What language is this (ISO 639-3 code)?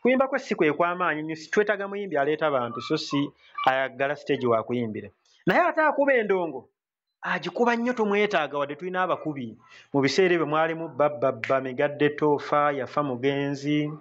lug